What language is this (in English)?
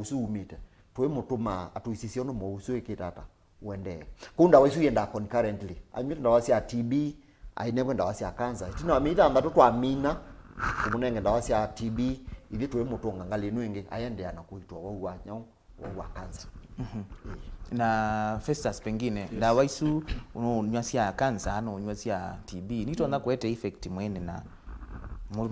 Kamba